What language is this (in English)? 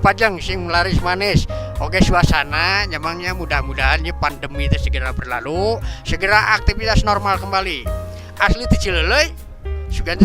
Sundanese